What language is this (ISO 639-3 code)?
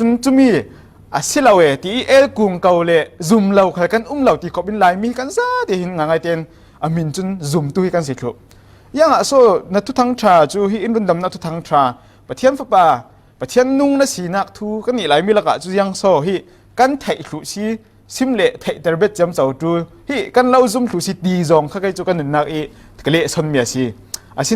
cfm